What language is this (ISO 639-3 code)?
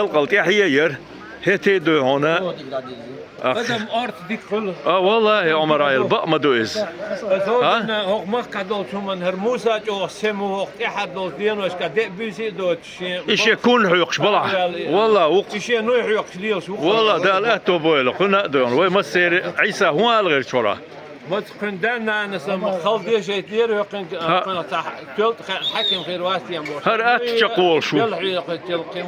che